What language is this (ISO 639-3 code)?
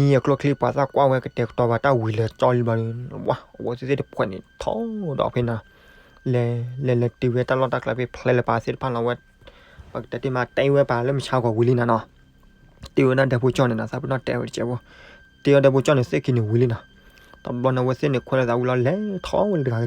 ksw